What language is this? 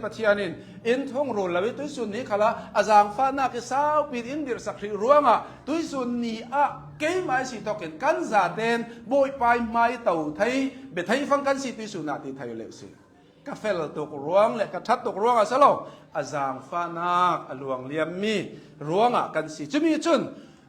Hakha Chin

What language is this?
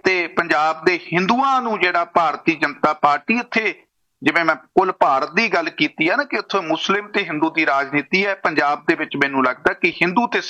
Punjabi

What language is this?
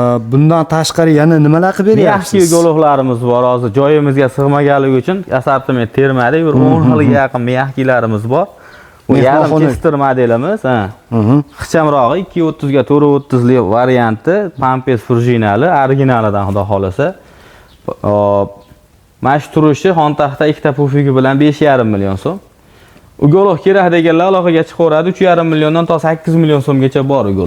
Uzbek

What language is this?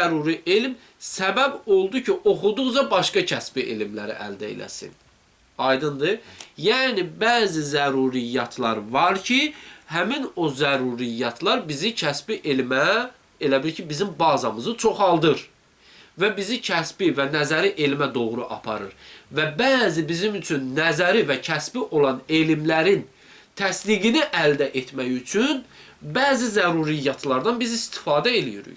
Azerbaijani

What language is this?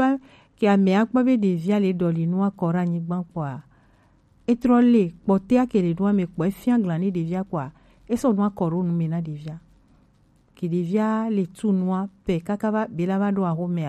Gen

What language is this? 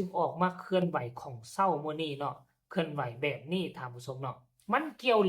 Lao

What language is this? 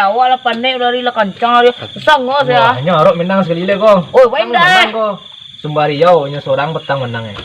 Minangkabau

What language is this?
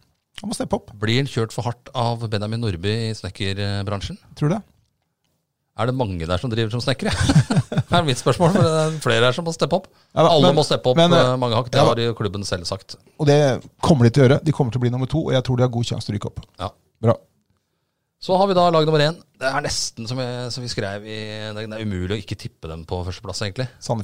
Norwegian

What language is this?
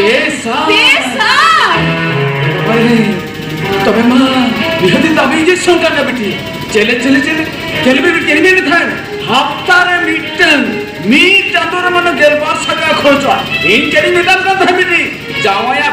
Santali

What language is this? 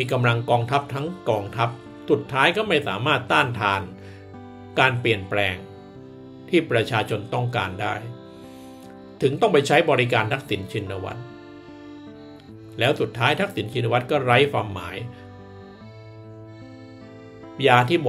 Thai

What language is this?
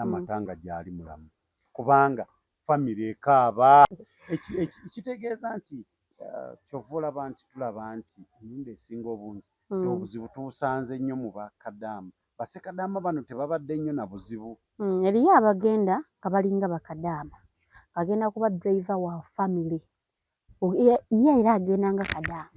Ganda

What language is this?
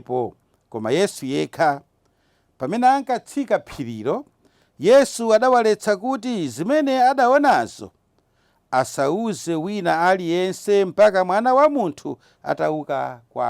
Nyanja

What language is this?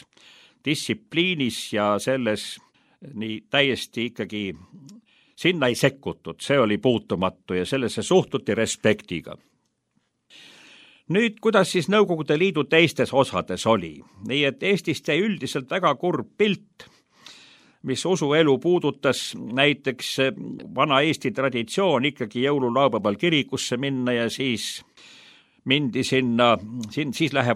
Estonian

